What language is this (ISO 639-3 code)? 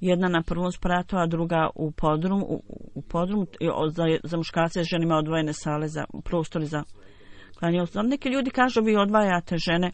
bos